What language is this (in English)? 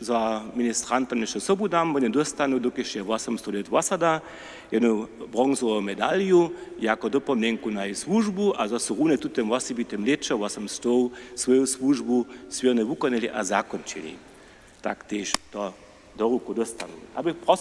Upper Sorbian